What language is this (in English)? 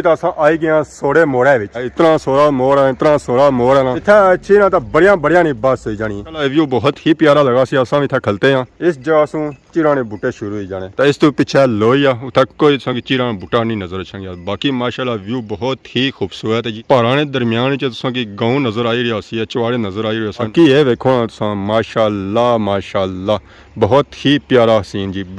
Pahari-Potwari